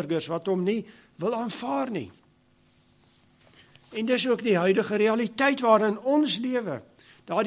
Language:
Afrikaans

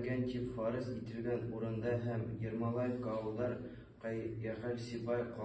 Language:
Bashkir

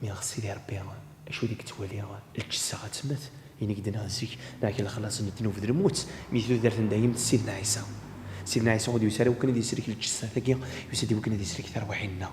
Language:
Kabyle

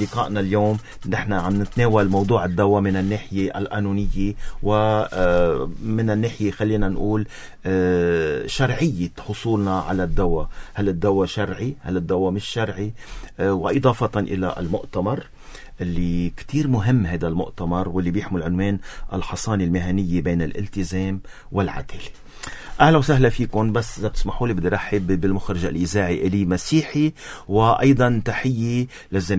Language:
North Levantine Arabic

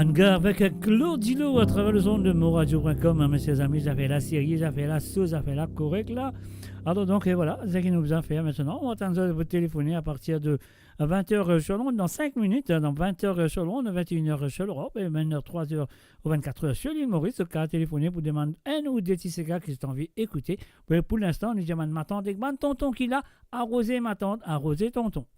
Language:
Morisyen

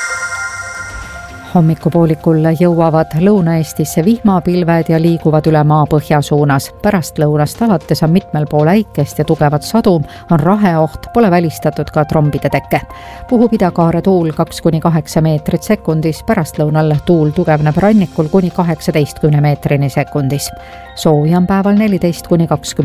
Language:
Estonian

